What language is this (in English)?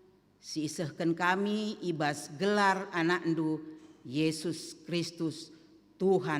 Batak Karo